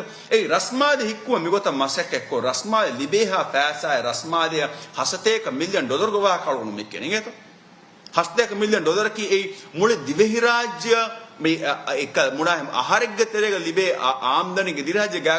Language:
Divehi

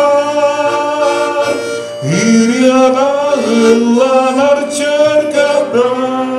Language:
Yakut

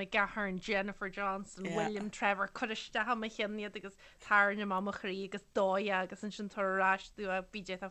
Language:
Irish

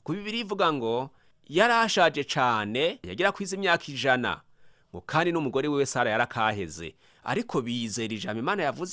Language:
Rundi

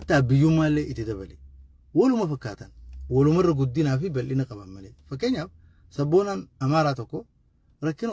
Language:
Oromo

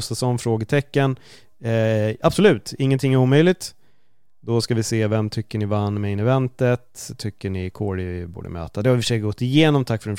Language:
Swedish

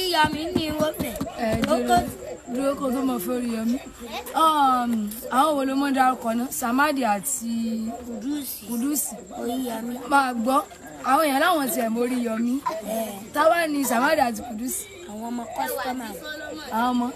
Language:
Yoruba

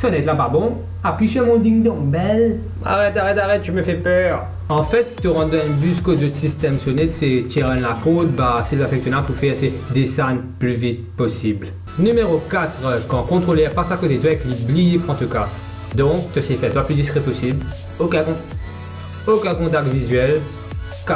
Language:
Morisyen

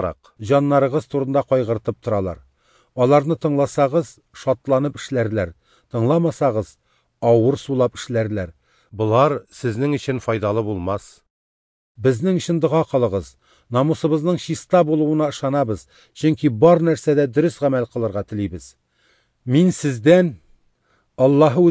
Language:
Tatar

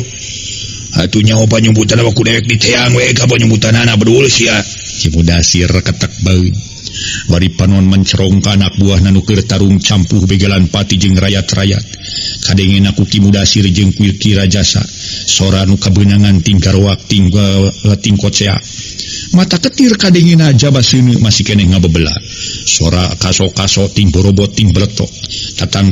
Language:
Sundanese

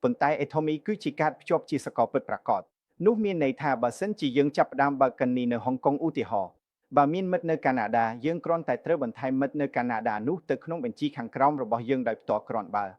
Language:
Khmer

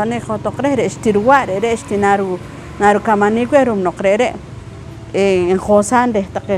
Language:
Poqomchi'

